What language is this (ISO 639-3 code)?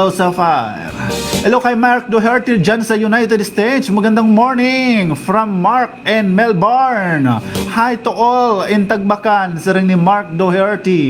war